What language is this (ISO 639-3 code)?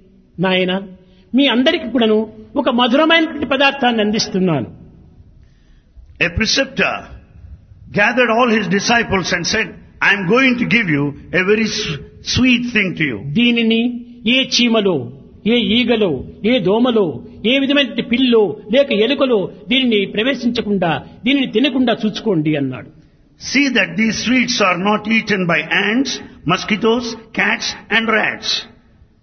tel